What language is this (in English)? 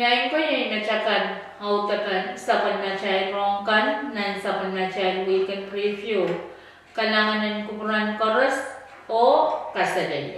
Pohnpeian